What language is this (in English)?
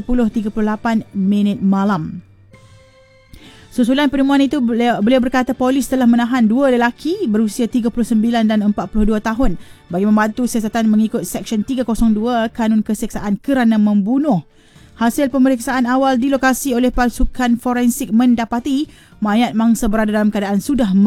Malay